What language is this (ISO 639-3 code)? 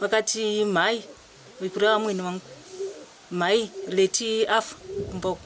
sna